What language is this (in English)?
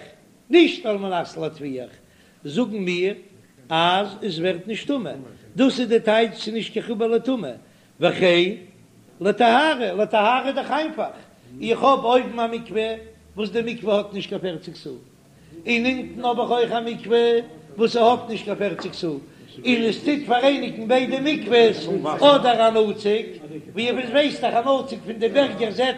Yiddish